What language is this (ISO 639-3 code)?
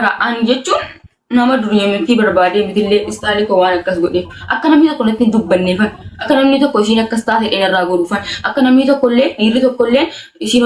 orm